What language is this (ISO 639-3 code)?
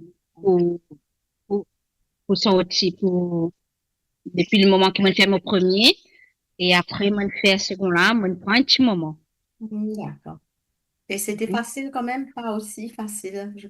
mfe